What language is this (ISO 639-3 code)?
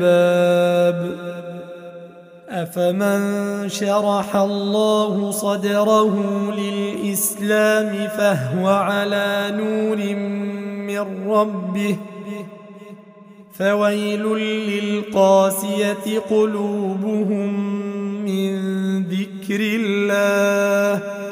ara